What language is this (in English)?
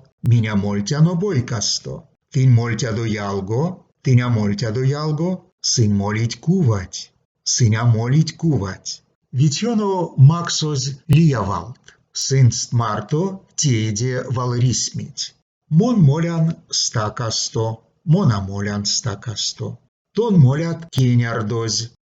Erzya